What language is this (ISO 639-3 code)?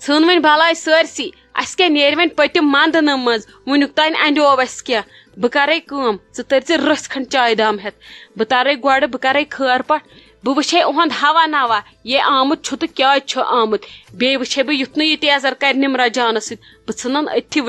kas